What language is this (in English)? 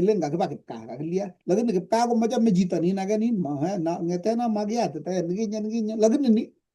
Kalenjin